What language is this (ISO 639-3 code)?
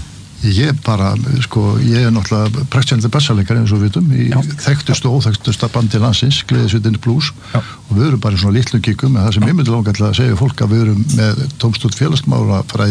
isl